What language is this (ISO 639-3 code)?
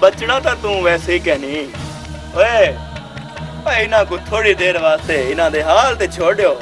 skr